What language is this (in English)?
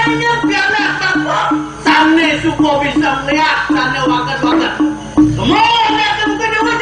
Balinese